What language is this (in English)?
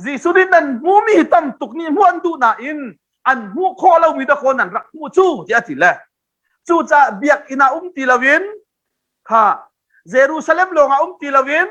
Hakha Chin